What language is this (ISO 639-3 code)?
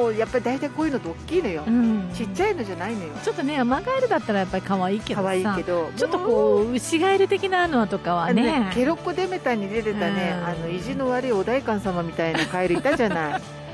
jpn